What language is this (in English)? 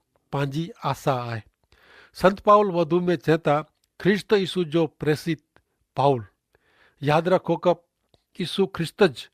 Kachhi